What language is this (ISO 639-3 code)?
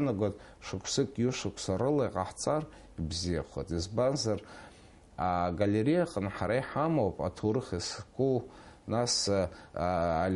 abk